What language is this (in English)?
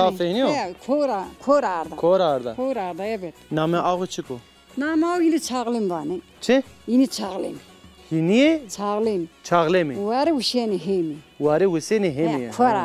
Zaza